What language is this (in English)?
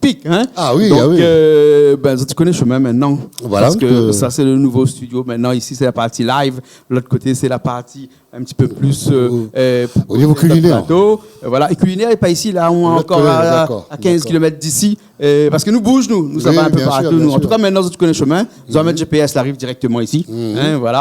Réunion Creole French